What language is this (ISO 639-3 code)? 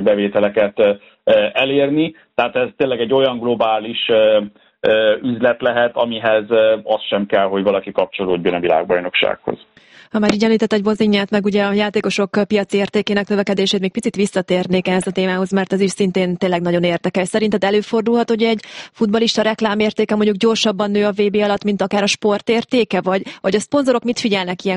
hun